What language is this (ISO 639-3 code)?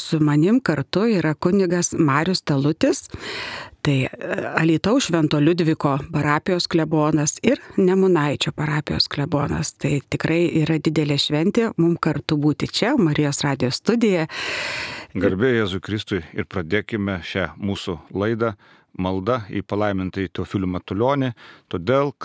lit